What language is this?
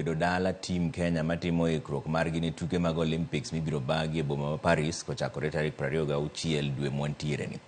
Luo (Kenya and Tanzania)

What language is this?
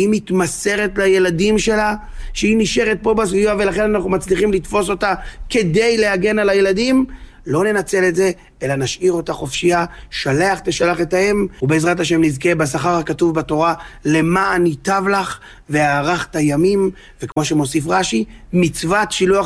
Hebrew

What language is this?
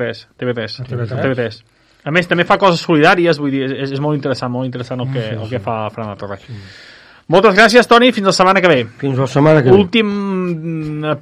Catalan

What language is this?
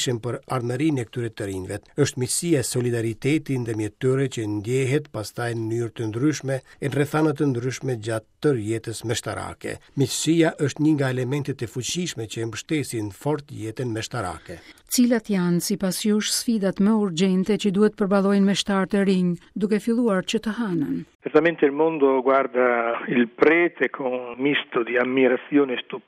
Albanian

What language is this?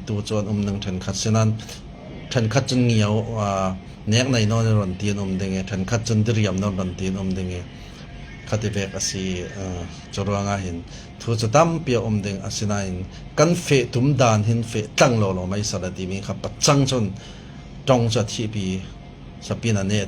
Falam Chin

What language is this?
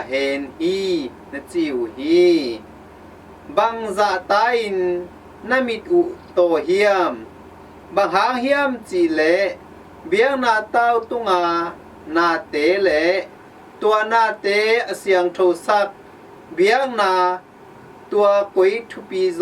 Tedim Chin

